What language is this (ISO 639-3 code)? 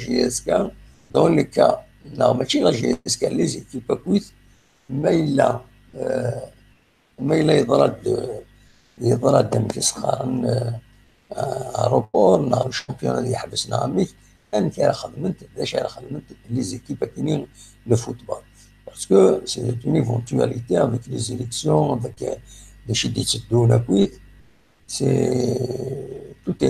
kab